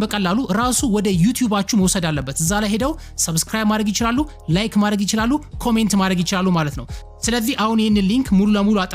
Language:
Amharic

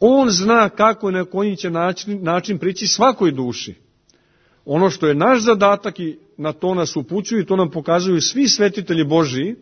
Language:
Serbian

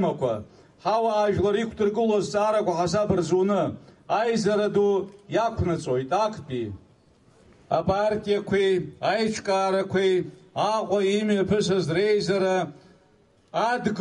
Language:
Abkhazian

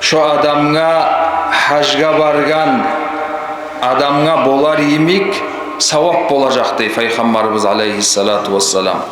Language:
Kumyk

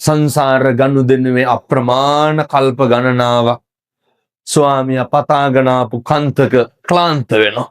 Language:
Sinhala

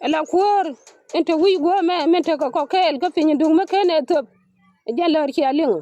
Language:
Nuer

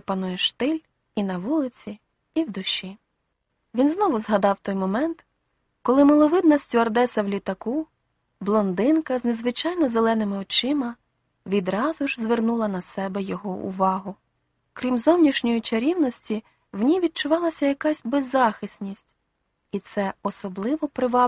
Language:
Ukrainian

